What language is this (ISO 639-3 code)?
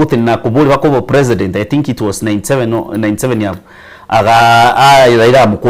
guz